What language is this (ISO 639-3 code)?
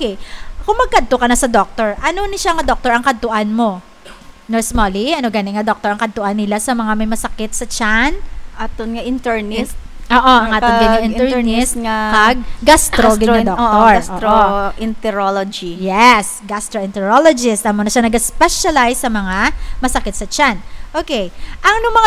hil